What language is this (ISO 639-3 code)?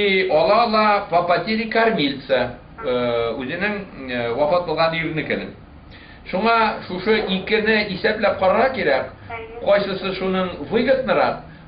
bak